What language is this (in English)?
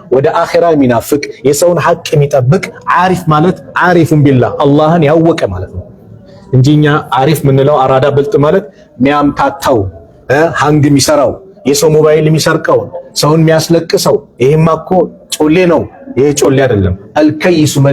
Amharic